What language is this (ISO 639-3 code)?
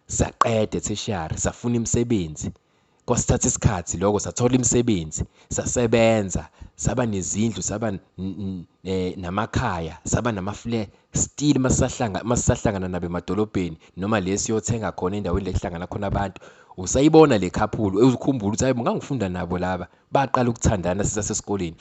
zul